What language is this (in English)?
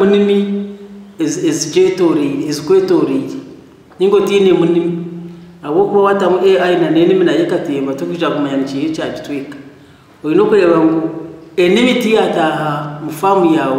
Nyankole